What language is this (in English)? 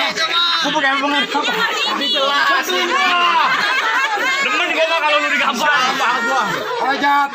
Betawi